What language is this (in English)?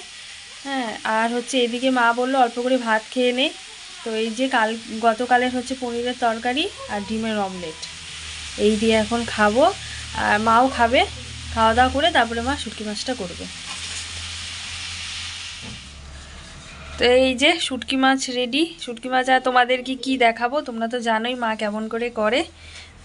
Bangla